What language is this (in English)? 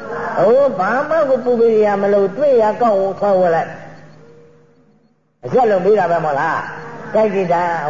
Burmese